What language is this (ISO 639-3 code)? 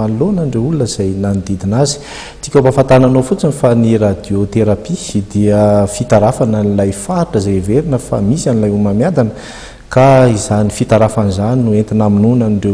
mlg